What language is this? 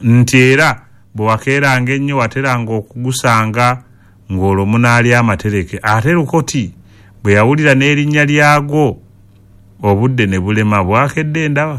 Ganda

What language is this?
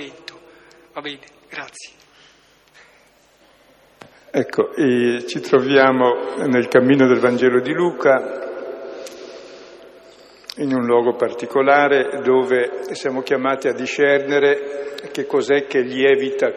Italian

